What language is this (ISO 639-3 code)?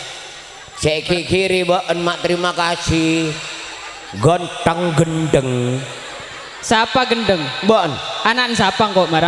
mad